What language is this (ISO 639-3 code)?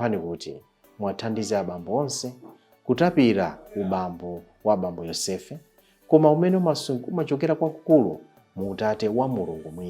nya